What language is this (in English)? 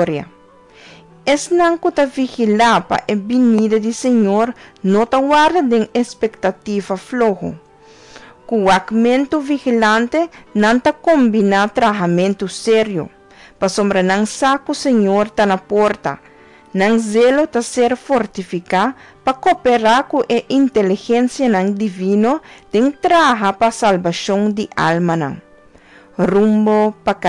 Papiamento